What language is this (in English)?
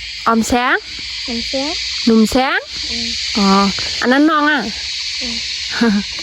Shan